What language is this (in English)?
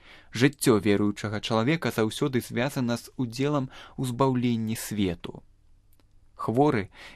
Belarusian